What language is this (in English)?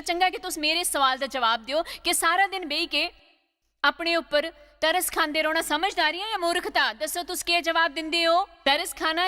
Dogri